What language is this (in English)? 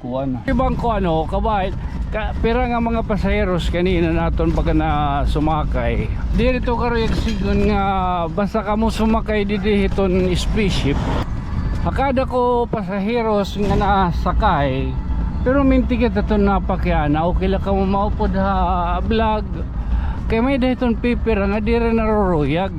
Waray